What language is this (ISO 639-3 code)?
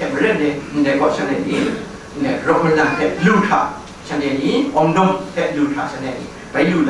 kac